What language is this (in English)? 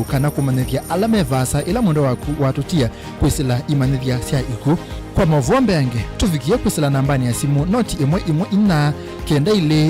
Kamba